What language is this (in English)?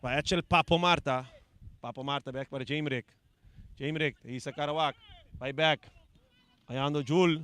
Papiamento